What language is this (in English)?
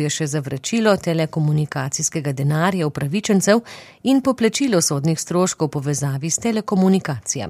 Slovenian